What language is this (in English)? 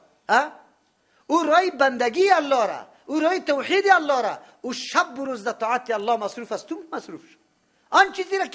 Persian